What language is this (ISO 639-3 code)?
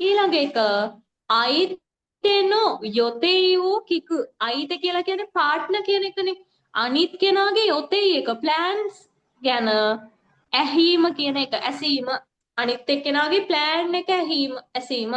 sin